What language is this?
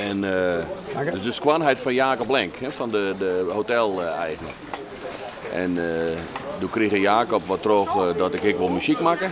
Western Frisian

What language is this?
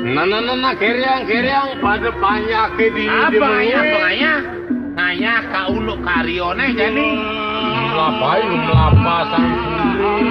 Balinese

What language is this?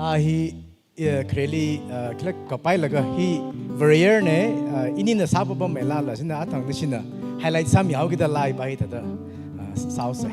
Tangkhul Naga (India)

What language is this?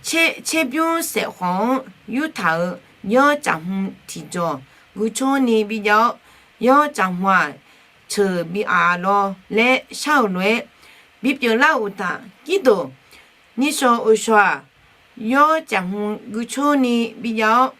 Akha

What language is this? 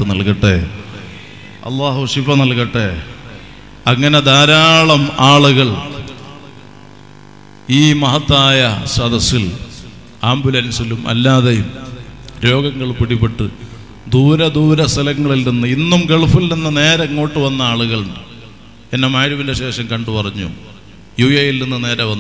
Malayalam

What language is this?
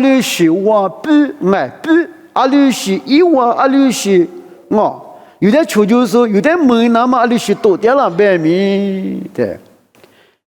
Lisu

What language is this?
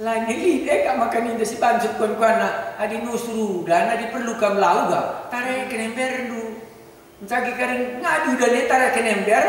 Batak Karo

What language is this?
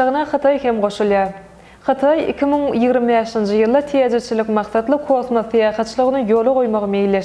Turkmen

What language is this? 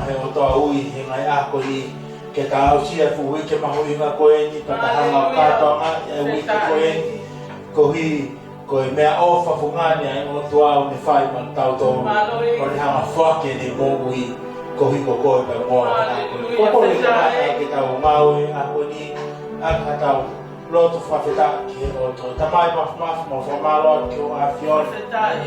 Tongan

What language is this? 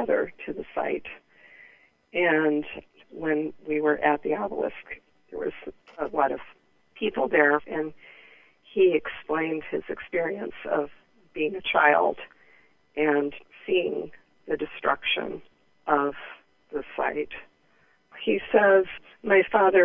English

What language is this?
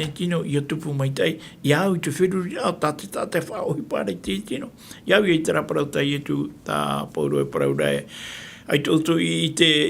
Tahitian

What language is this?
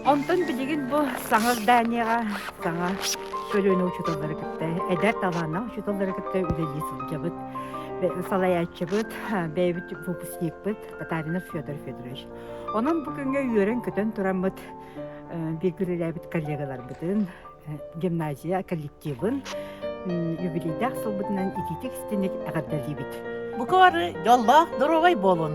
Yakut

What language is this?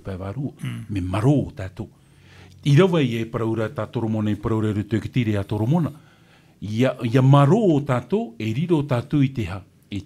Tahitian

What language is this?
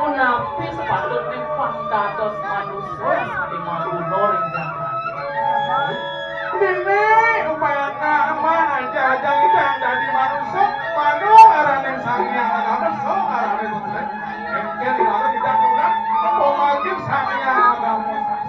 Balinese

